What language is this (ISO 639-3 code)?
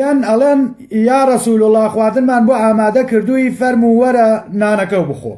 ckb